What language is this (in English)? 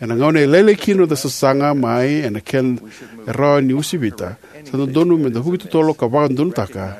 Fijian